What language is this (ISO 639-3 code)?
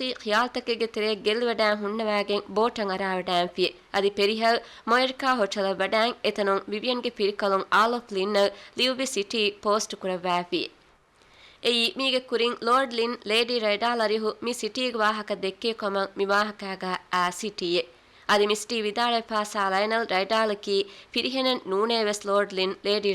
div